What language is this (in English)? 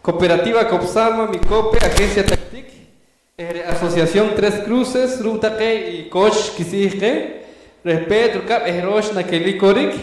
Poqomchi'